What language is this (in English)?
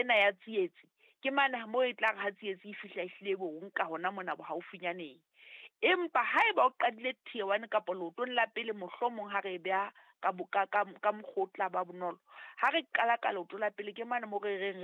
Southern Sotho